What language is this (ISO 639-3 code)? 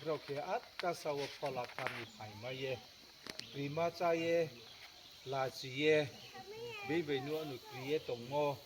ria